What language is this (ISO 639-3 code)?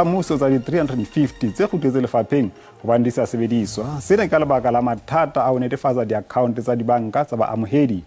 sot